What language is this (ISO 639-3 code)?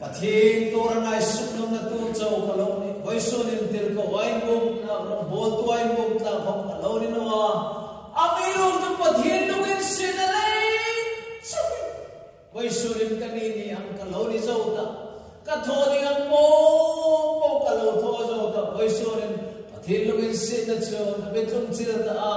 hmr